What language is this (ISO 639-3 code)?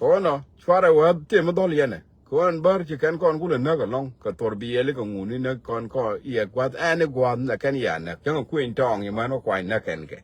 nus